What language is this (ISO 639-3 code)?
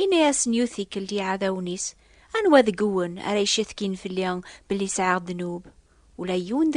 kab